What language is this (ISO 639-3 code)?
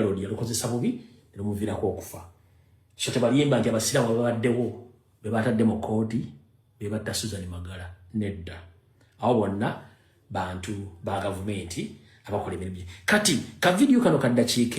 lug